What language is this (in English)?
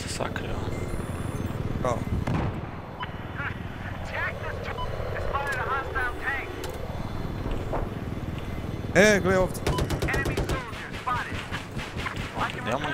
Croatian